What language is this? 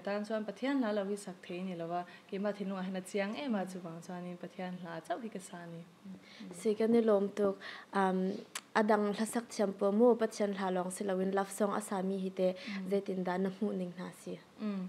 Hakha Chin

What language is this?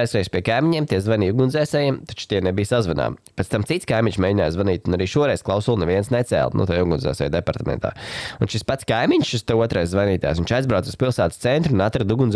Latvian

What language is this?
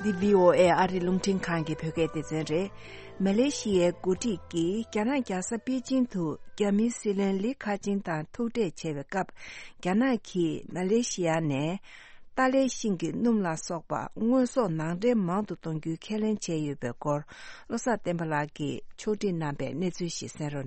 Tibetan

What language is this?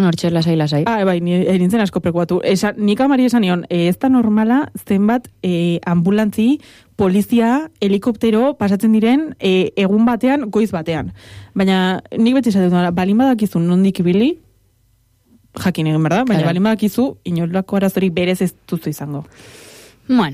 Basque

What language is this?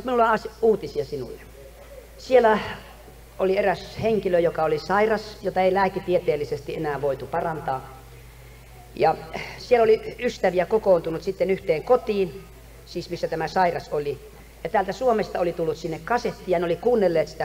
Finnish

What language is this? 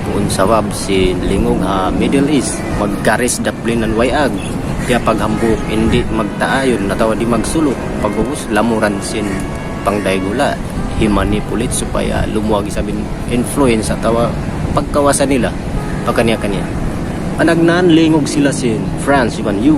Tausug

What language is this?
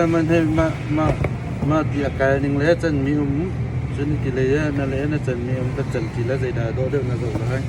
Hakha Chin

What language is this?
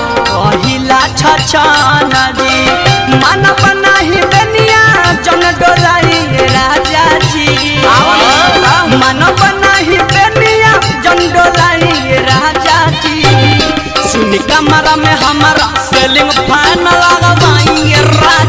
Bhojpuri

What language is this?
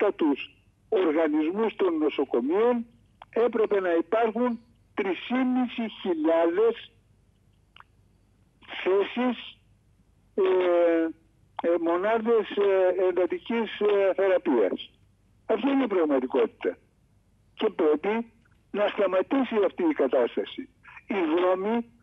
Greek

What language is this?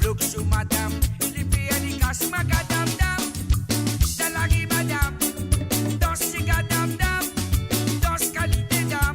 Morisyen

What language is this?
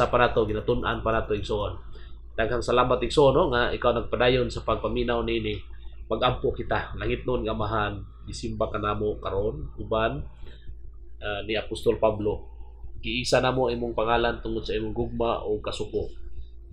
Cebuano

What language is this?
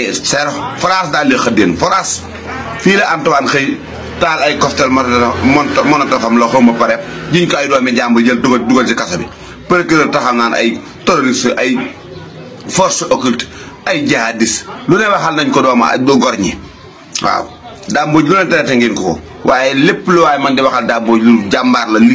Wolof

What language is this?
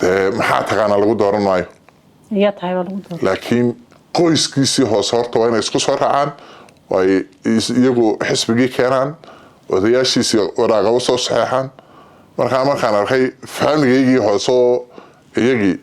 Somali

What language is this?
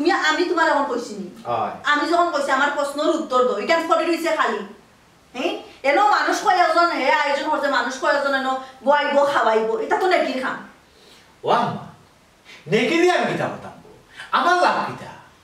Sylheti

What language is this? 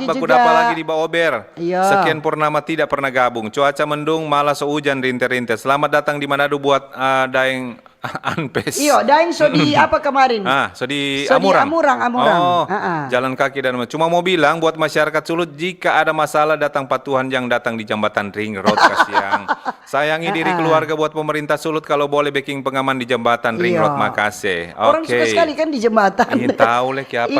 Manado Malay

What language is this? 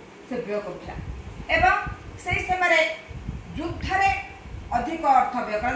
Odia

